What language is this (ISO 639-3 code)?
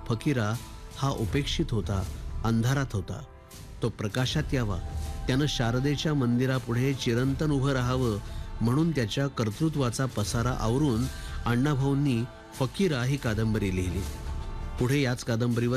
mar